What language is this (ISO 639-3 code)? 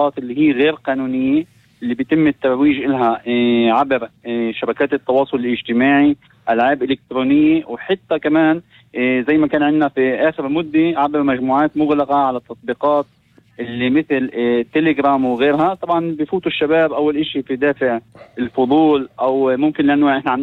apc